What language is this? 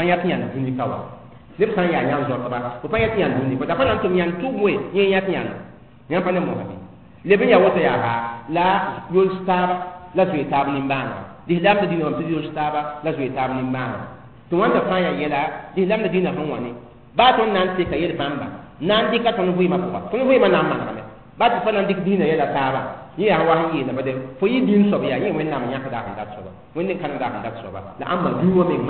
Mossi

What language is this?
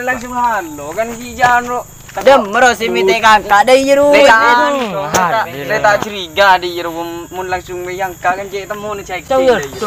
Madurese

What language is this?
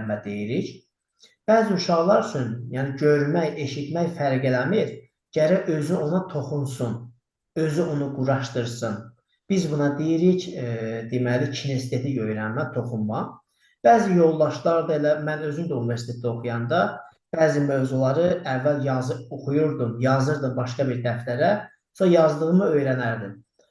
Azerbaijani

